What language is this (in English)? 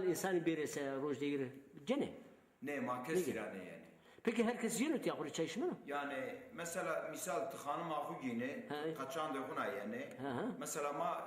Zaza